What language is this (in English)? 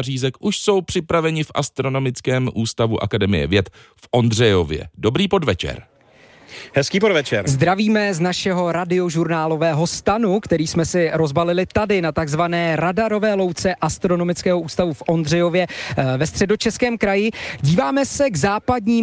Czech